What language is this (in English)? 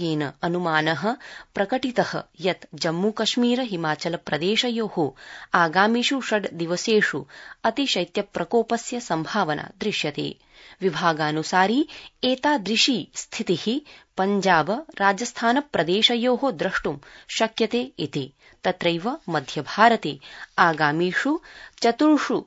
Sanskrit